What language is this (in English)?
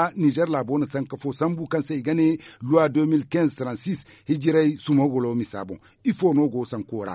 Zarma